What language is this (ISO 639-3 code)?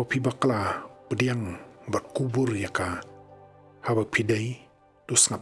kha